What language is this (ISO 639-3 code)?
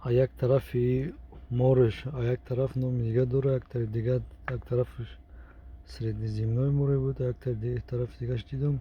tgk